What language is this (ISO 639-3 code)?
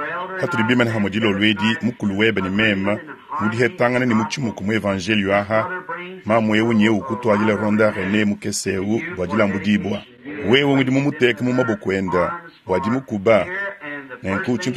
lua